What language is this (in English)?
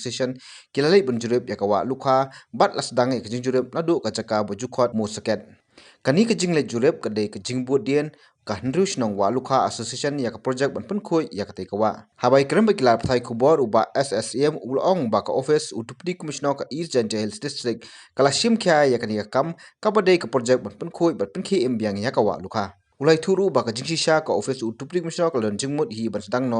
Khasi